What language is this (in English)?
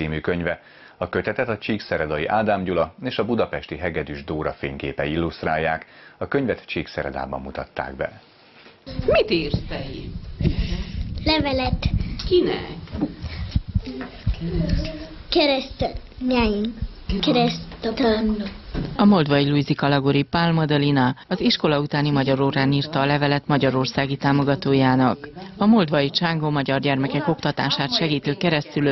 Hungarian